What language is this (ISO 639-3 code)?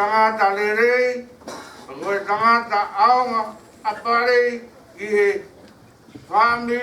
ton